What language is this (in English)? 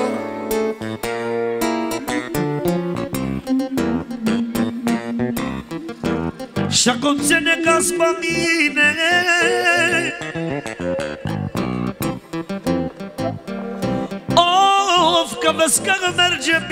Romanian